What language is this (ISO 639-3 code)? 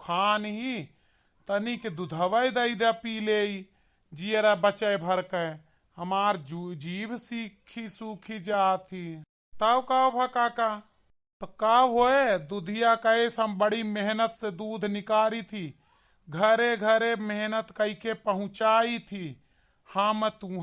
awa